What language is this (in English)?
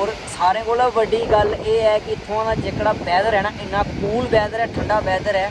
Dogri